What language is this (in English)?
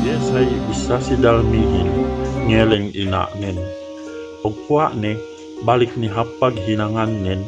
Yakan